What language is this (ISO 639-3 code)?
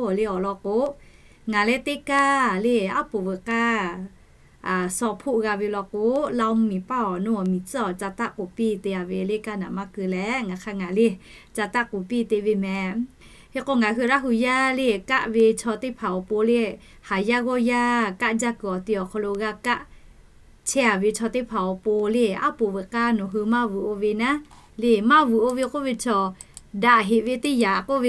lhu